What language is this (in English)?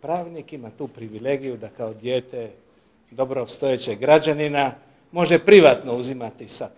Croatian